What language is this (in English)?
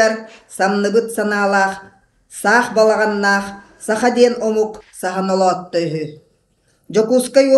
Yakut